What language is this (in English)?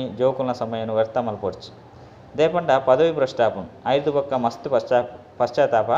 Tulu